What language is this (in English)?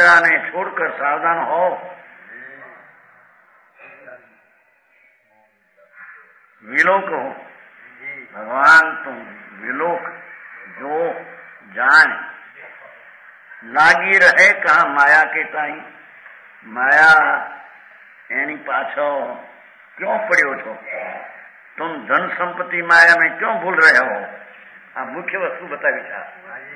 Gujarati